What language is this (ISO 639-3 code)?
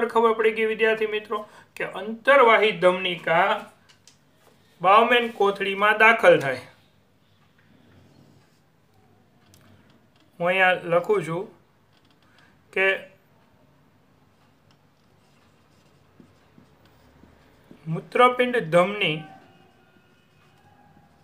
guj